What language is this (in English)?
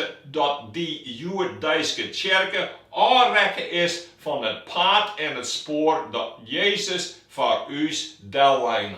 Western Frisian